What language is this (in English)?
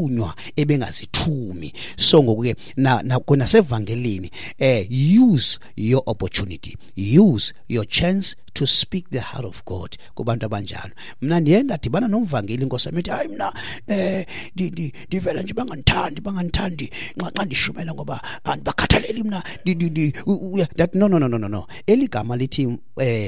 Xhosa